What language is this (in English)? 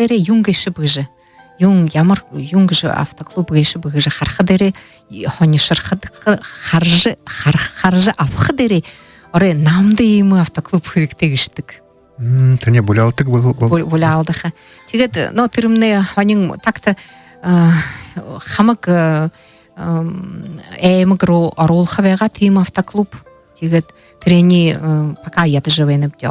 Buriat